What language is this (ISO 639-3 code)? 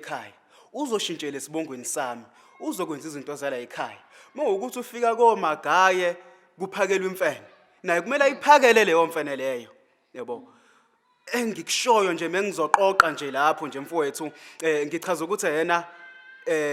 zul